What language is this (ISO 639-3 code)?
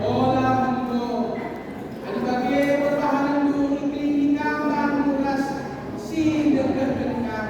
btx